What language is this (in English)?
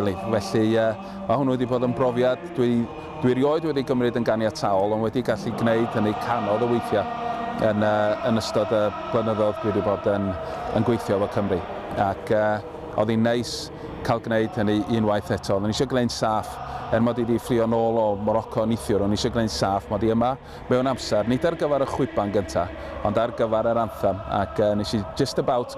Welsh